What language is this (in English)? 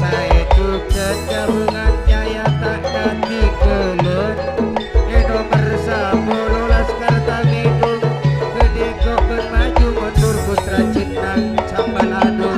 Madurese